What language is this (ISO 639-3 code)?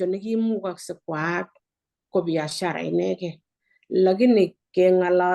kln